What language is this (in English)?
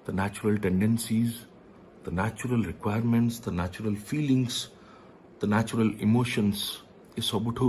Santali